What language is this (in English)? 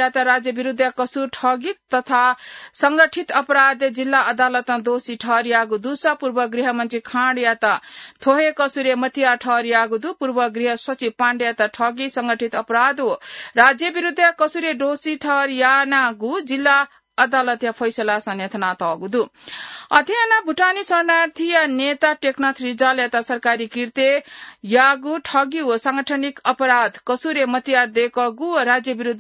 Newari